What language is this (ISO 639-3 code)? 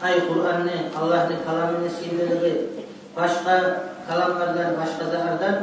kum